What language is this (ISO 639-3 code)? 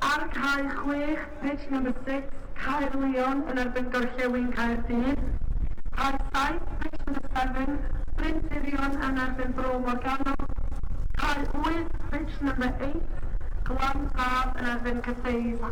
cym